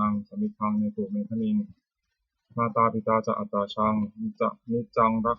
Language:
Pali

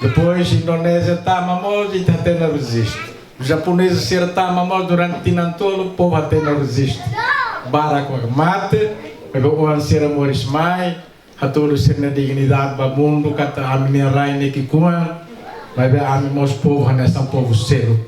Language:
Tetum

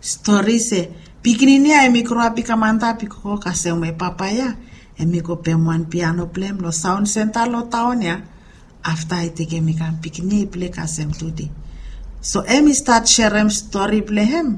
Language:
Bislama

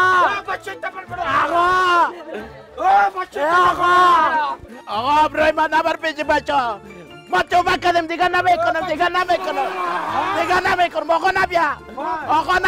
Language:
Persian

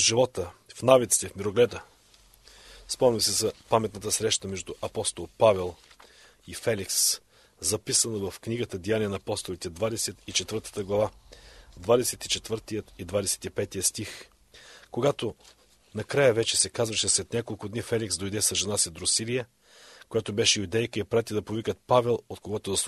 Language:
Bulgarian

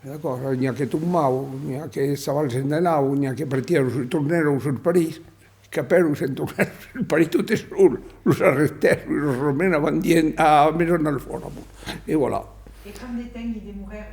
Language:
Occitan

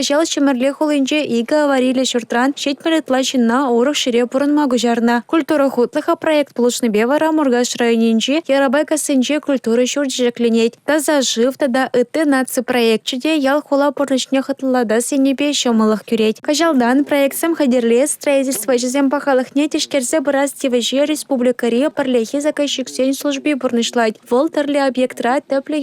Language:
Chuvash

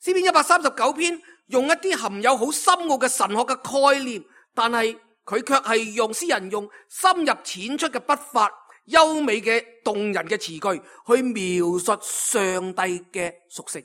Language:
Cantonese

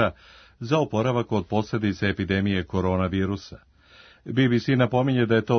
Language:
Serbian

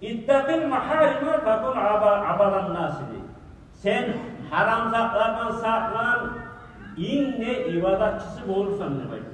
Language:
Kumyk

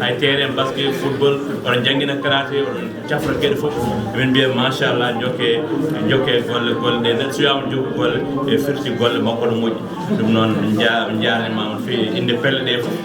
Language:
Fula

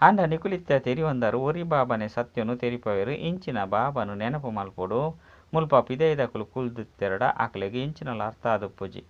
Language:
Tulu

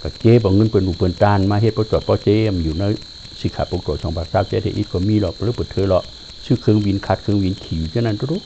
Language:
Shan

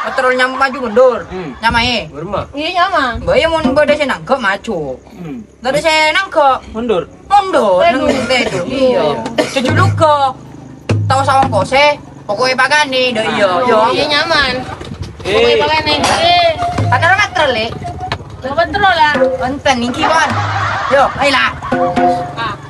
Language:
Madurese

